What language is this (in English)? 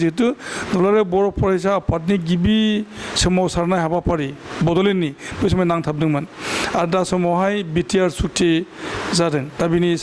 Bodo